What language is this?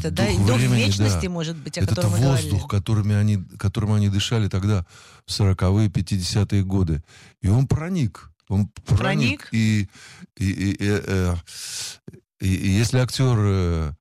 Russian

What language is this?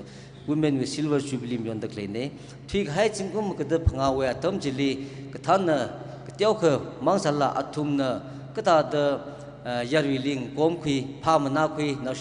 Tangkhul Naga (India)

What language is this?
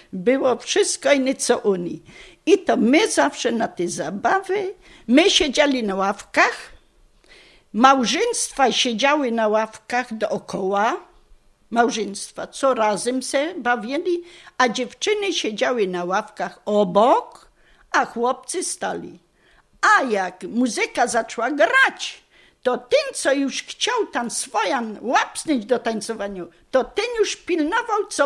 Polish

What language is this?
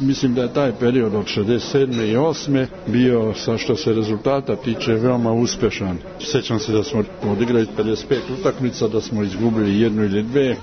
Serbian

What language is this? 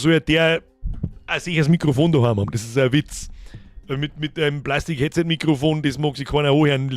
Bavarian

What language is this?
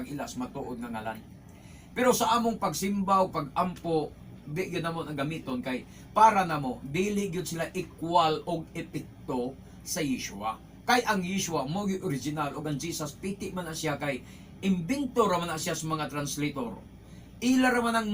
Cebuano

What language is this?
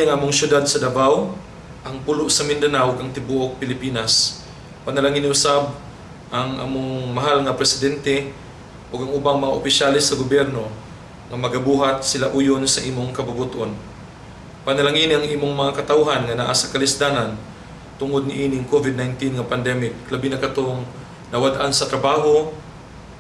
Cebuano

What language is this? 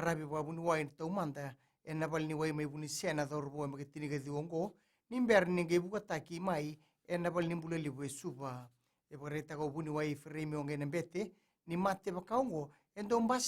Fijian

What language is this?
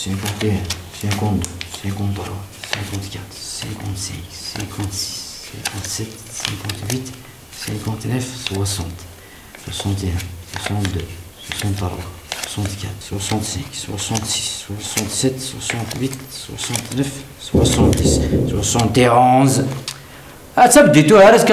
Kabyle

